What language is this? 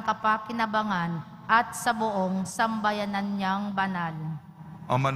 Filipino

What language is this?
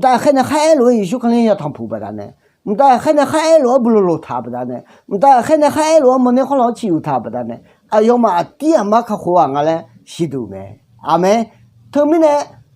Akha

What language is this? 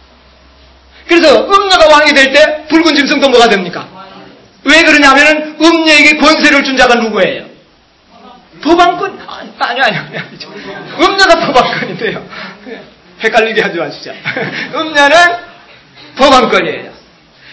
Korean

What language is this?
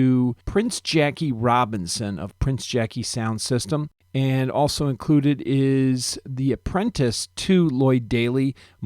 Jamaican Creole English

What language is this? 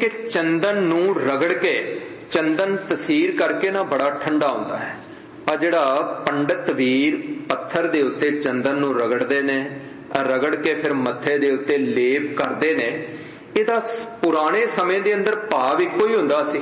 Punjabi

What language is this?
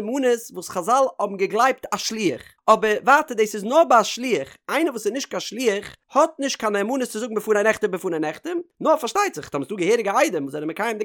Yiddish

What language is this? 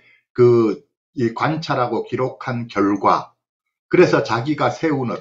Korean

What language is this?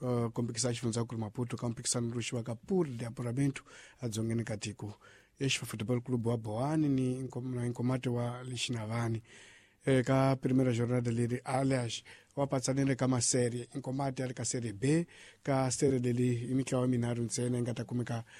Tsonga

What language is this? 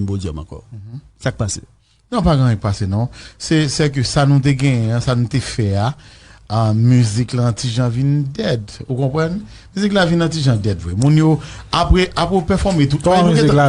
Haitian Creole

